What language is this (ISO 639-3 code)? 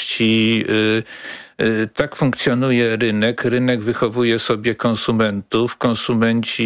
pol